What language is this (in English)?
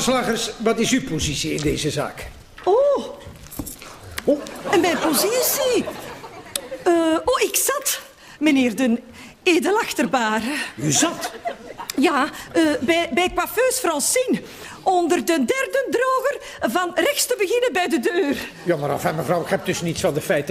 Dutch